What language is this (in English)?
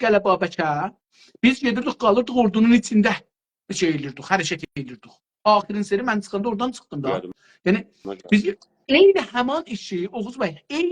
South Azerbaijani